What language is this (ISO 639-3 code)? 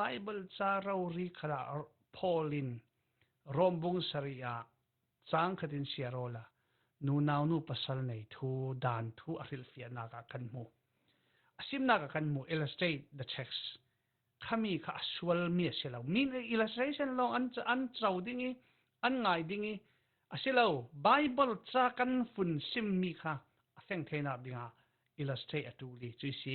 cfm